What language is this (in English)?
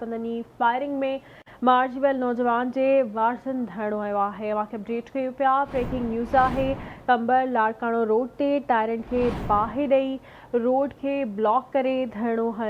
Sindhi